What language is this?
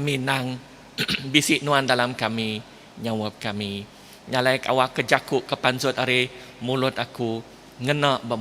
Iban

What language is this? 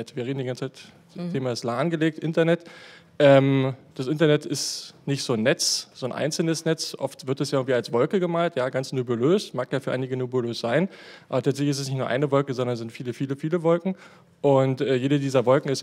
German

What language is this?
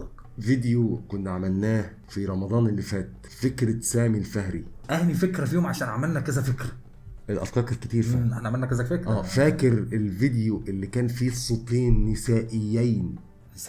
Egyptian Arabic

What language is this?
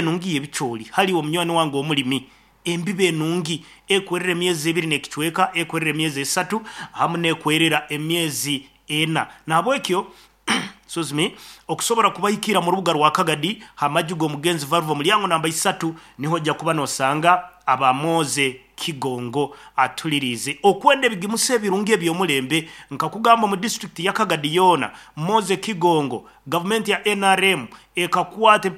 Nyankole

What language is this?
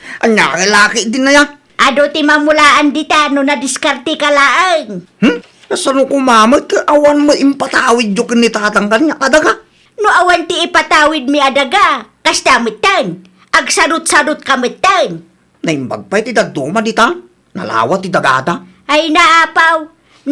Iloko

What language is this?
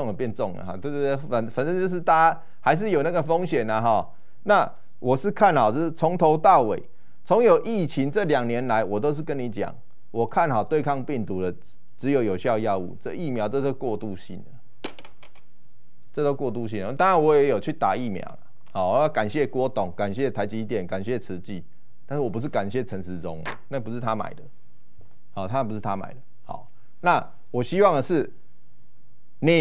Chinese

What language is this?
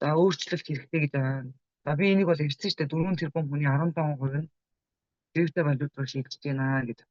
Mongolian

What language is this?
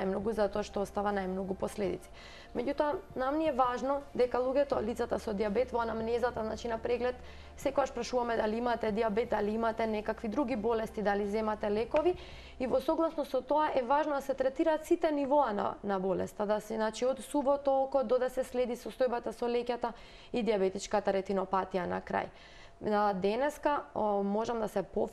Macedonian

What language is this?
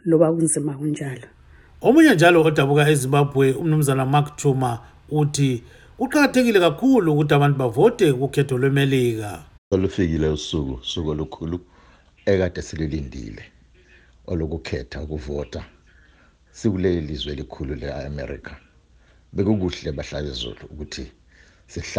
North Ndebele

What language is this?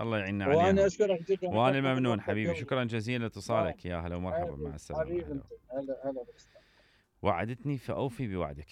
Mesopotamian Arabic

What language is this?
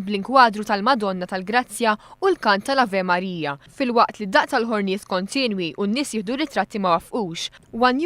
Maltese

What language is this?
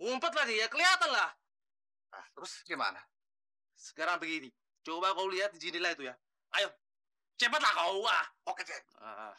Betawi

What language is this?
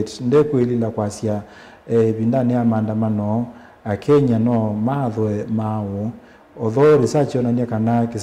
Kamba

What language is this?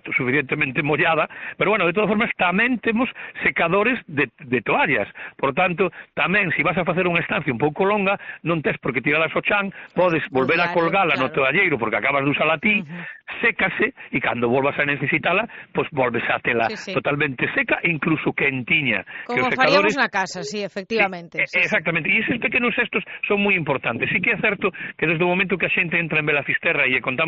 Galician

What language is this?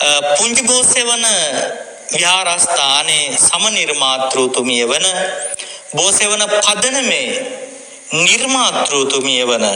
Sinhala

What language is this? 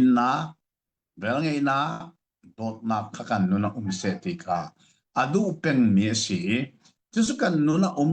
Hakha Chin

